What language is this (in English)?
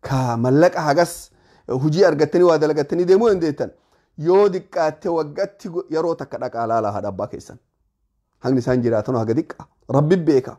Oromo